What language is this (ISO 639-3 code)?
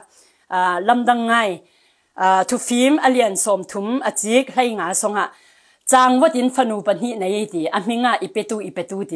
cfm